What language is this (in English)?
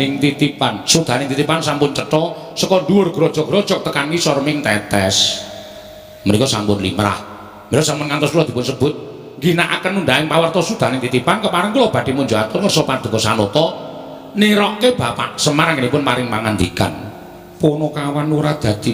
Javanese